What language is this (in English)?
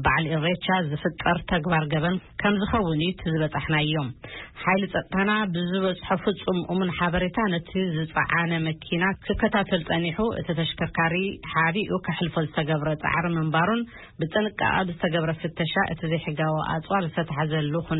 Tigrinya